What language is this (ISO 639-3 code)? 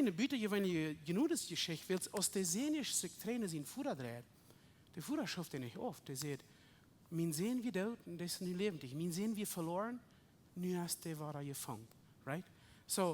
pdt